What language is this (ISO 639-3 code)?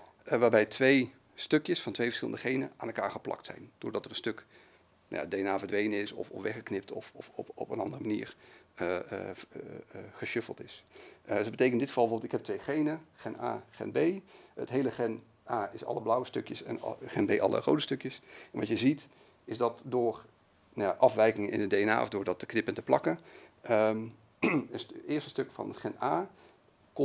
nld